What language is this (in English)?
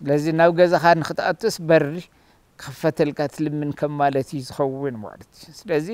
Tigrinya